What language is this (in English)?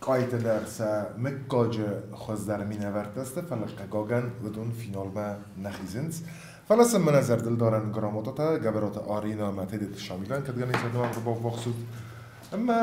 Ossetic